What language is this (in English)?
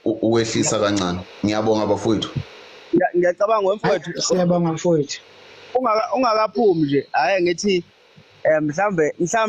Zulu